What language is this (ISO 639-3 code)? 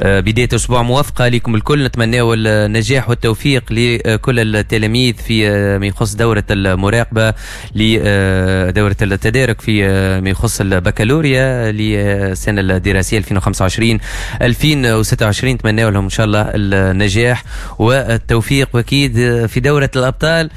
aeb